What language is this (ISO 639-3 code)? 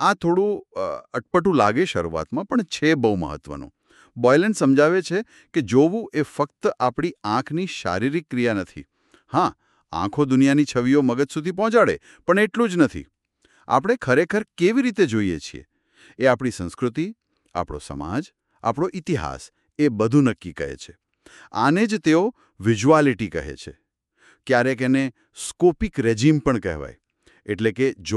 guj